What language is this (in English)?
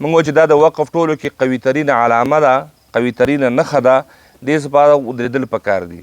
Pashto